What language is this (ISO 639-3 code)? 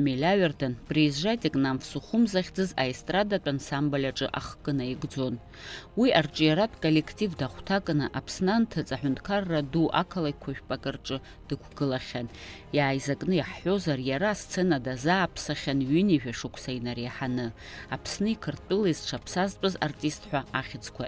abk